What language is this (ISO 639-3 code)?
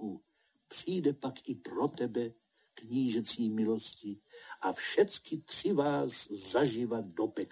ces